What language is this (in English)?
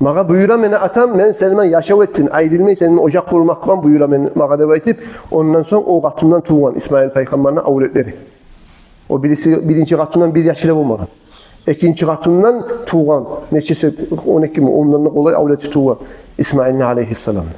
Kumyk